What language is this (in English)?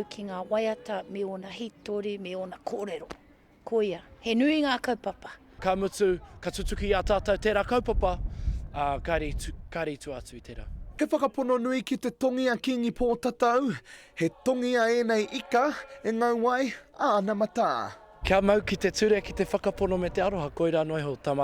Māori